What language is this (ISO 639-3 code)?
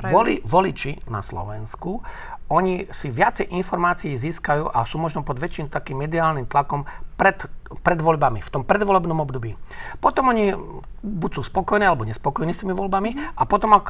slk